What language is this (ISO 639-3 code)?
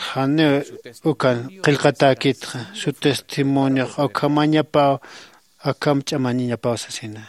aym